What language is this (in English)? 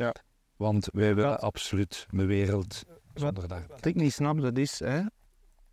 Dutch